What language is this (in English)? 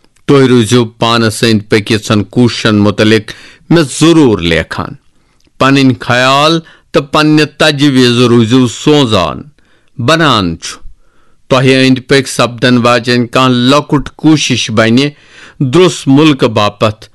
Kashmiri